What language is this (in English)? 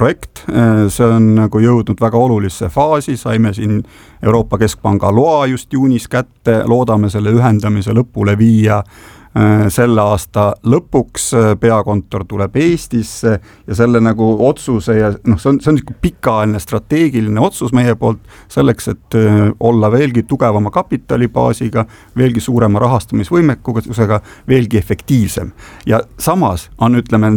Estonian